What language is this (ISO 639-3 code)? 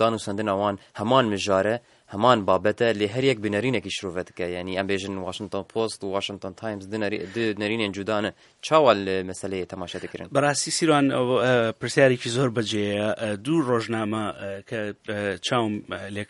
ckb